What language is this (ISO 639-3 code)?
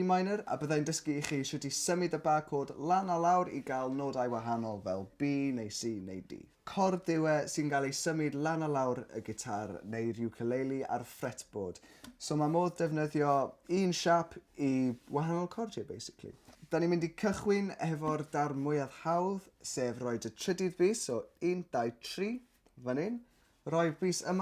cym